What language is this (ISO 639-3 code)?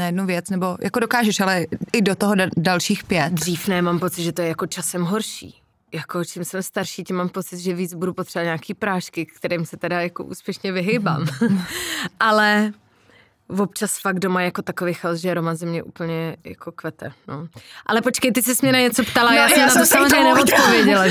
ces